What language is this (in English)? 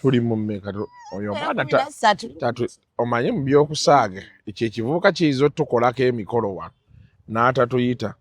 Ganda